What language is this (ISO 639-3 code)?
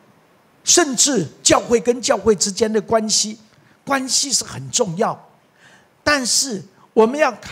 zho